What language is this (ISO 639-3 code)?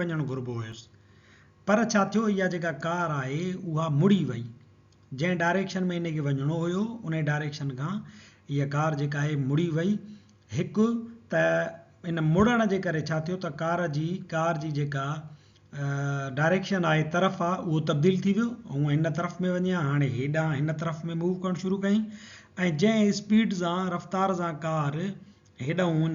snd